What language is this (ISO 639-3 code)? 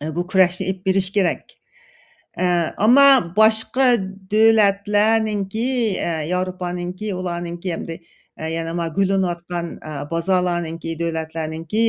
uig